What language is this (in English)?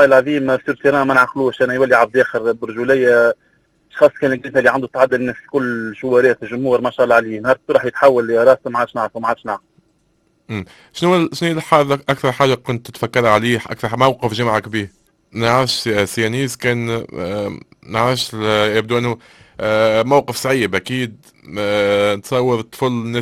Tunisian Arabic